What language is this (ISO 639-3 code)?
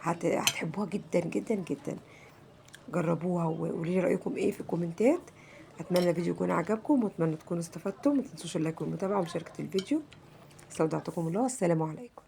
arz